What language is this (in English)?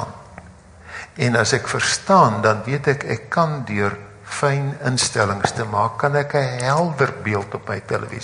Afrikaans